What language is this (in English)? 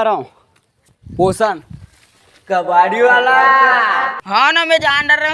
Chhattisgarhi